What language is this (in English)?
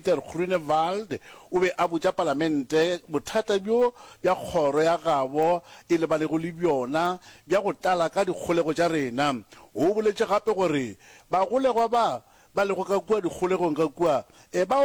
Northern Sotho